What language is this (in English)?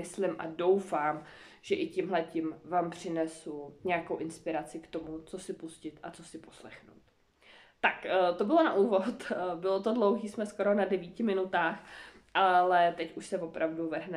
Czech